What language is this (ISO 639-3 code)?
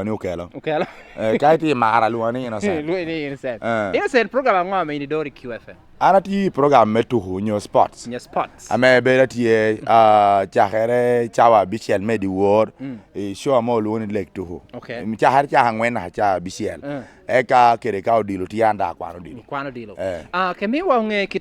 laj